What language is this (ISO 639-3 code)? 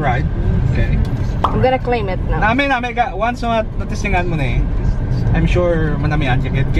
hil